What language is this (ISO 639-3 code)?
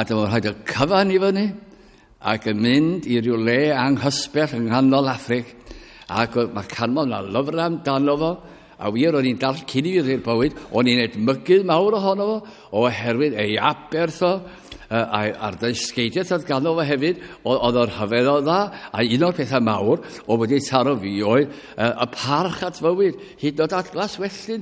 cym